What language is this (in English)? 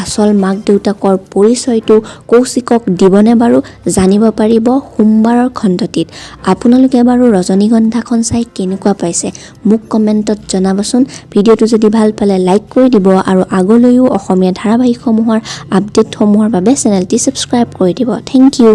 Assamese